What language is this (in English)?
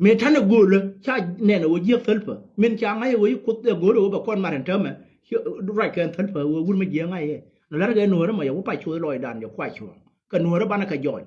Nuer